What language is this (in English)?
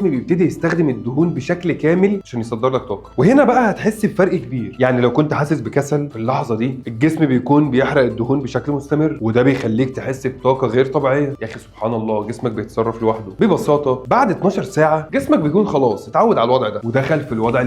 Egyptian Arabic